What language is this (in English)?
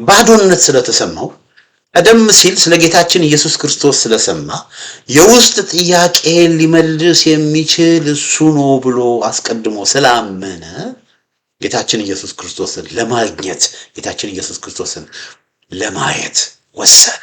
Amharic